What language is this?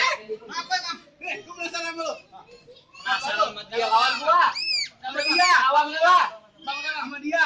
Betawi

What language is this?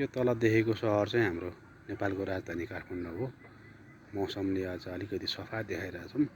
Nepali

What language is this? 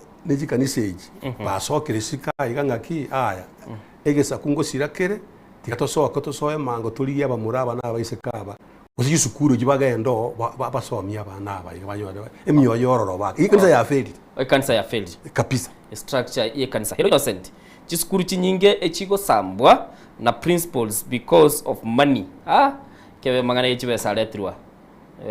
Gusii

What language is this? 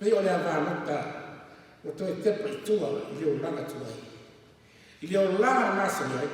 Samoan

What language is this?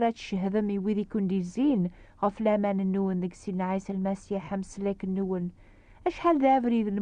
Kabyle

